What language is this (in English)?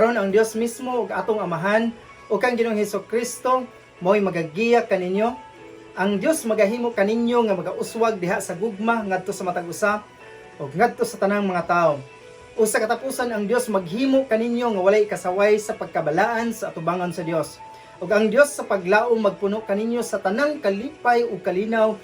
Cebuano